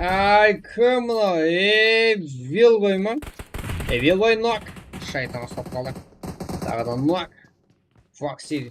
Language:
Kara-Kalpak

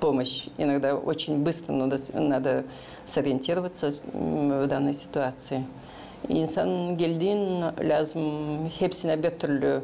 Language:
Gagauz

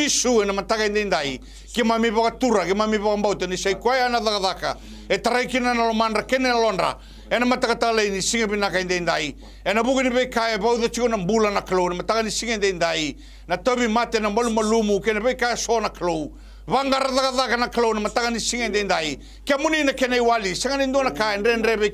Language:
Fijian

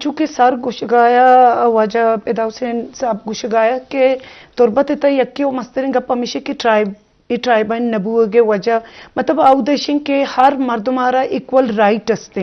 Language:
Eastern Balochi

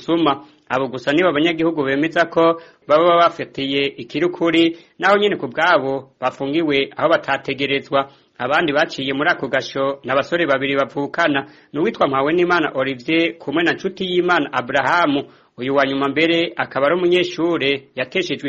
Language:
Rundi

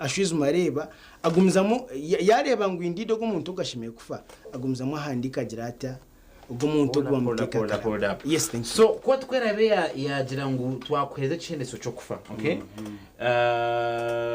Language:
Nyankole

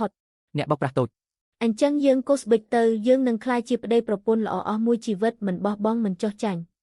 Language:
Khmer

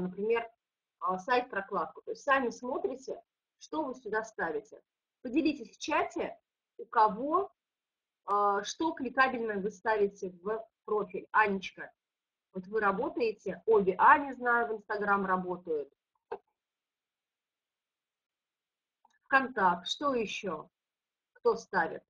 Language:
Russian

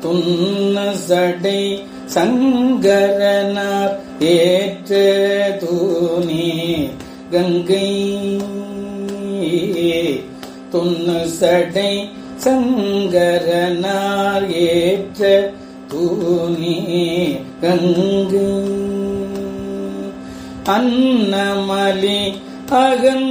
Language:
Tamil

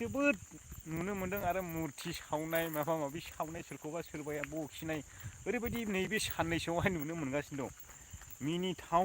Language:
Bodo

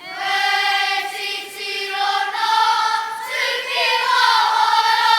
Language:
Māori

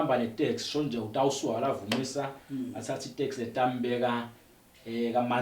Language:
Zulu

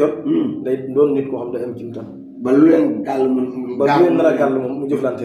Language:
Wolof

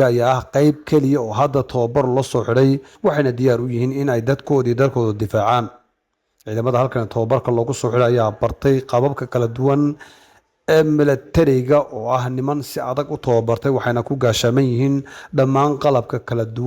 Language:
Somali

